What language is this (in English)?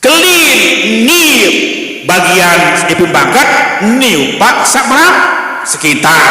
Sasak